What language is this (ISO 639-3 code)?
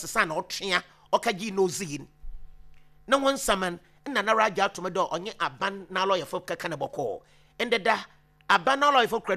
aka